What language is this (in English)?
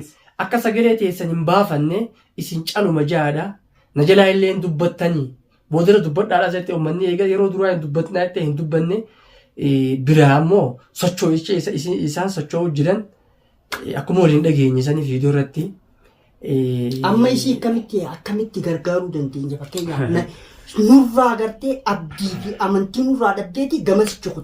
Oromo